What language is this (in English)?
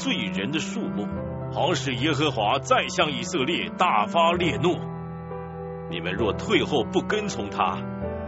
Chinese